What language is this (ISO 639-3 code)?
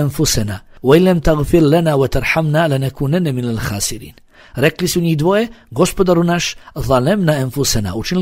bos